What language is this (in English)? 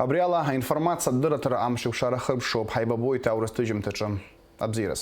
Abkhazian